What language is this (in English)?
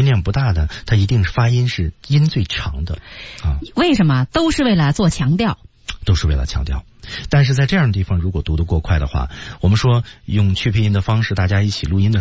Chinese